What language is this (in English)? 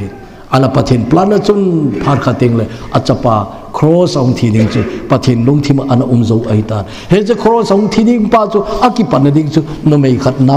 Thado Chin